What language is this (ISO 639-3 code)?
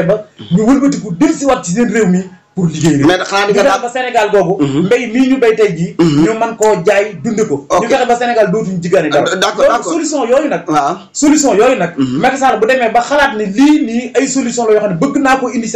wol